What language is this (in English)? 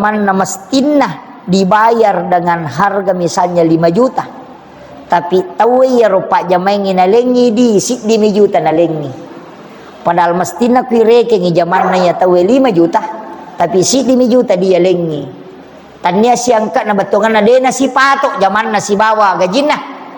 Buginese